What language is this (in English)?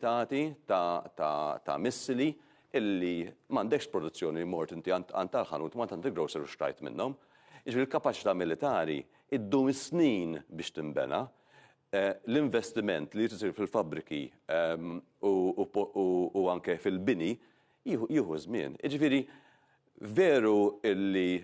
Maltese